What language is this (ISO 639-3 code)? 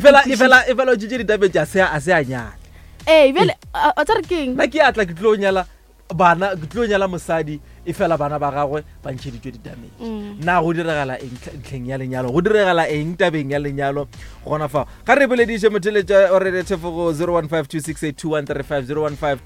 nso